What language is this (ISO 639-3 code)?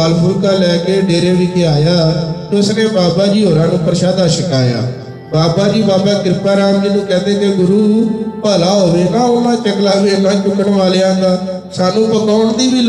pan